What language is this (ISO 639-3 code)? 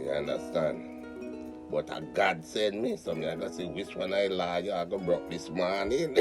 jam